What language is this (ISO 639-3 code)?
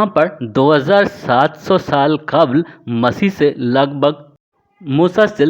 bgp